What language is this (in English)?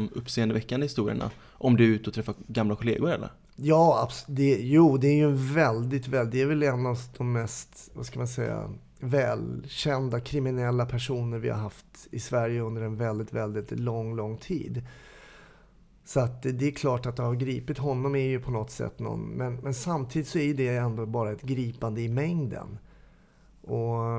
Swedish